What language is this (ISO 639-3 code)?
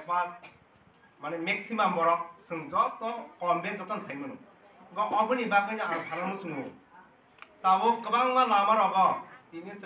trp